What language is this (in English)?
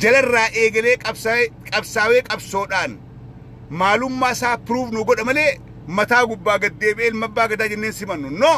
Oromo